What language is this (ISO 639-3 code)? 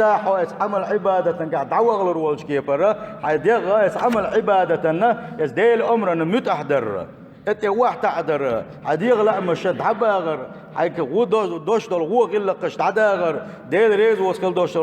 che